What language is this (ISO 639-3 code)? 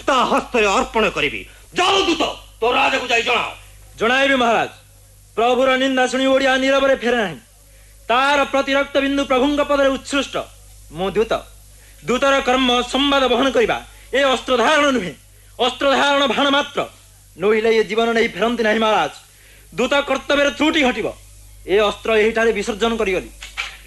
ori